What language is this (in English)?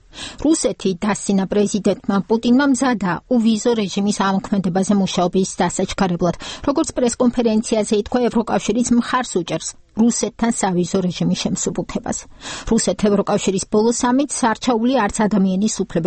Georgian